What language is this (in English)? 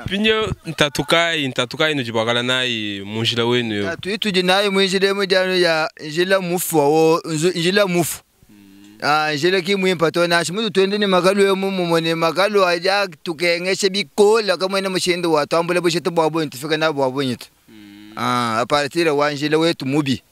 Luba-Lulua